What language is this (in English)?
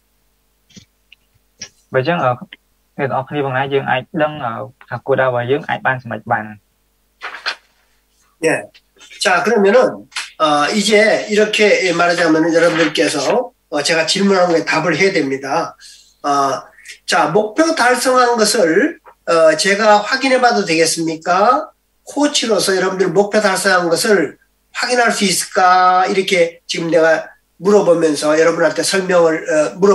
Korean